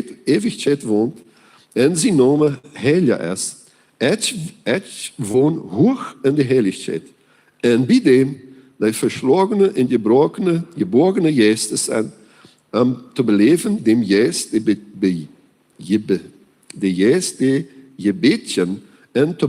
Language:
Plautdietsch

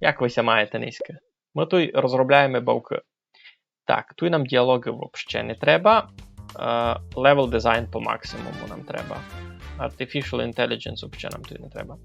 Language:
Rusyn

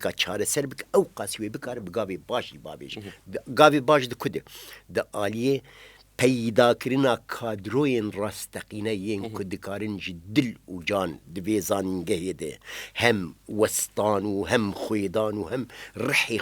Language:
Kurdish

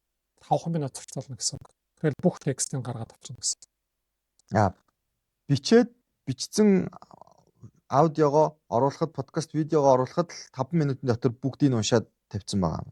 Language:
Mongolian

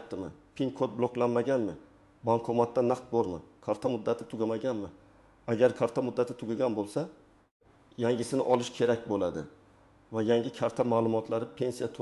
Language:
Uzbek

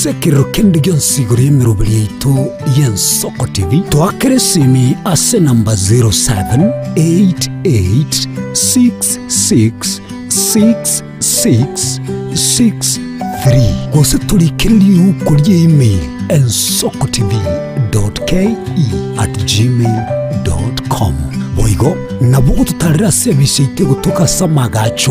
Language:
Gusii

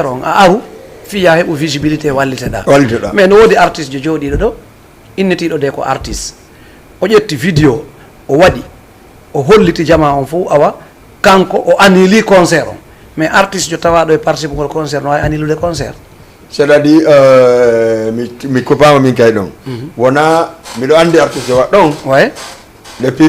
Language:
Fula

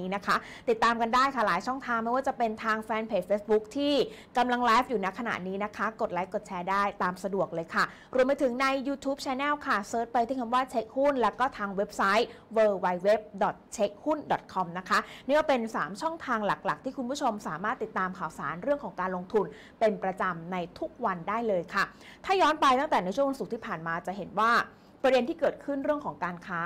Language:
Thai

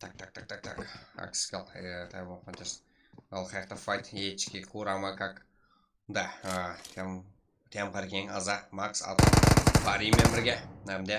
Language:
Kara-Kalpak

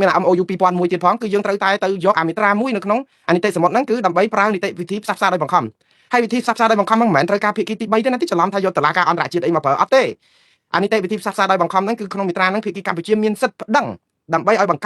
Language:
Khmer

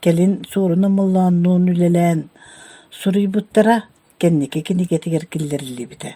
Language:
Yakut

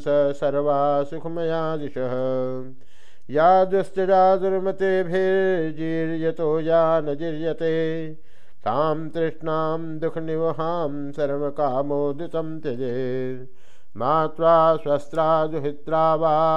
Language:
Sanskrit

